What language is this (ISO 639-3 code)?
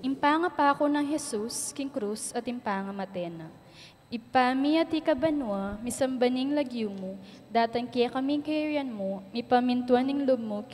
pam